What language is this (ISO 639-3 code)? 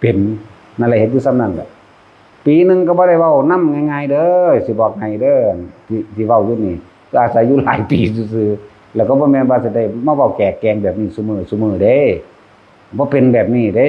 tts